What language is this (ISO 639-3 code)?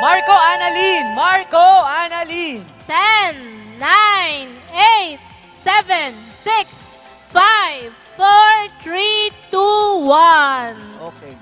bik